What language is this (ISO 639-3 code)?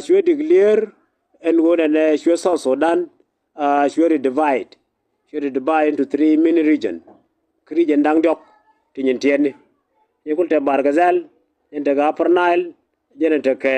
nus